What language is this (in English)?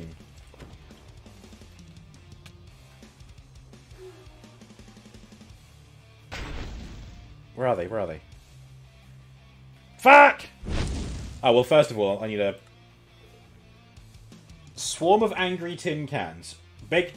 English